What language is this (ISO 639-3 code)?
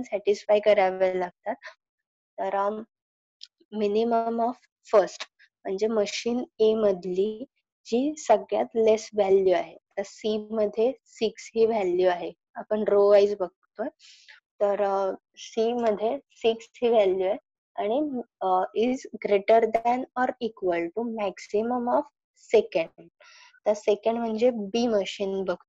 mar